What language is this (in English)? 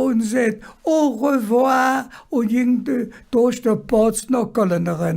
Colognian